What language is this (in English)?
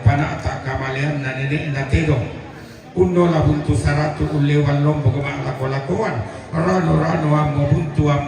Toraja-Sa'dan